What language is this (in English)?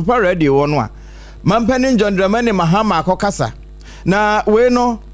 Akan